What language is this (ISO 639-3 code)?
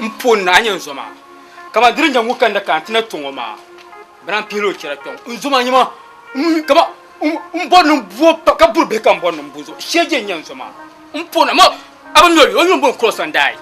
dag